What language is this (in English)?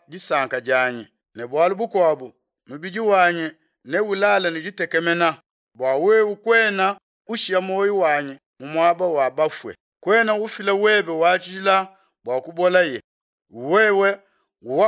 Luba-Lulua